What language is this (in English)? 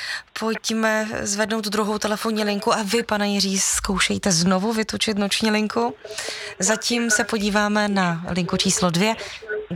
Czech